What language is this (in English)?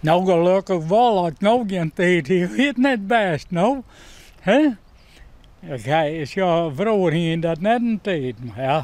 Western Frisian